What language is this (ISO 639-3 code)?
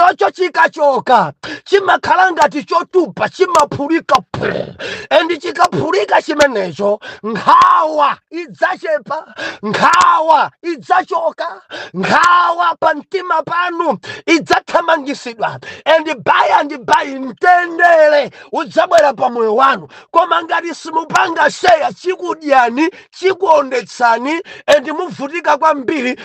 nya